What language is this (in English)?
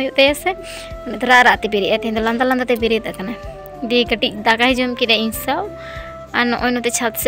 Santali